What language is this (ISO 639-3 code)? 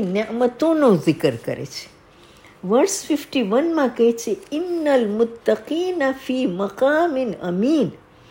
guj